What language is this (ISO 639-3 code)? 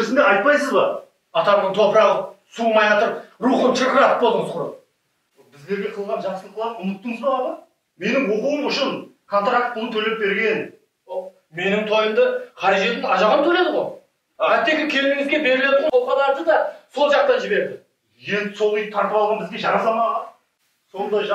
kaa